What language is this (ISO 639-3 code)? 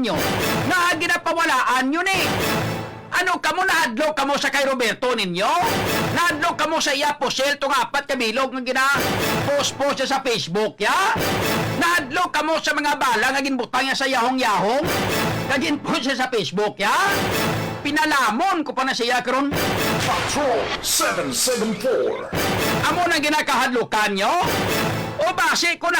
hil